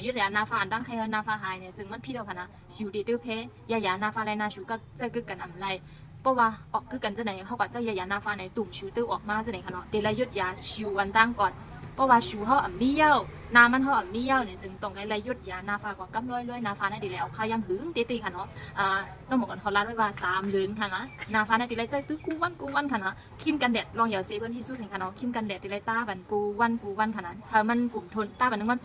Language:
Shan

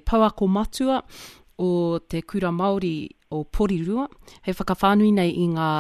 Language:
Māori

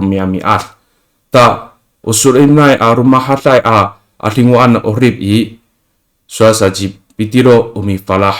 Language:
Amis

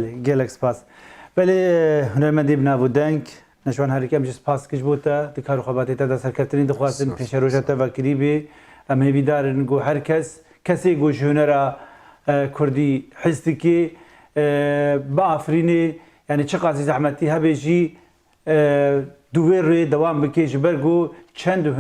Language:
Kurdish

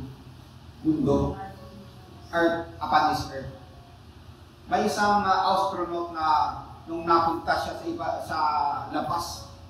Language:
Filipino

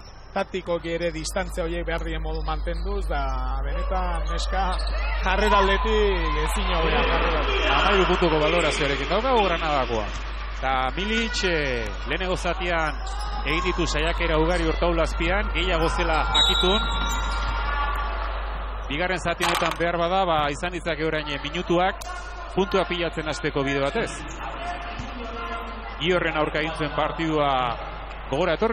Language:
Basque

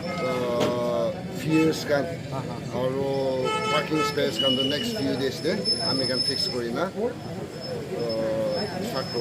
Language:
Naga Pidgin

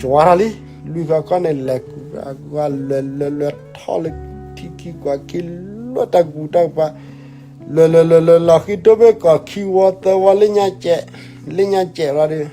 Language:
S'gaw Karen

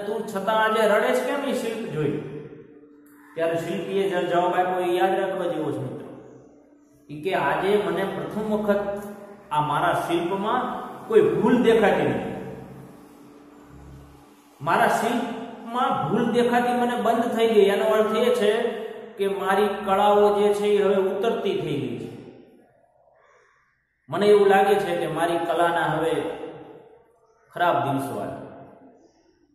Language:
Gujarati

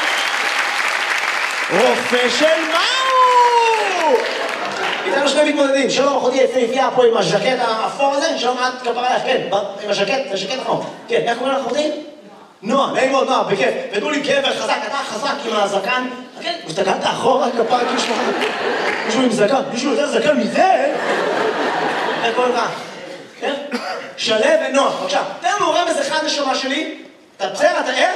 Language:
Hebrew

